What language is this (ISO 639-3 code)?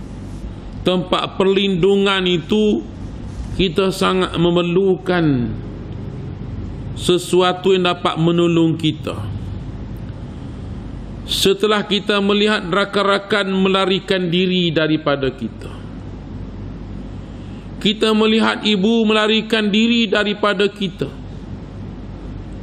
msa